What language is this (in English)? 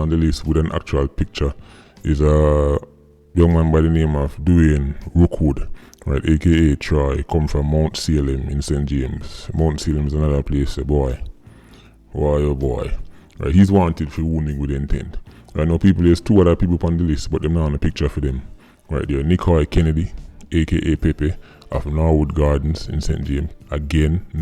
Jamaican Creole English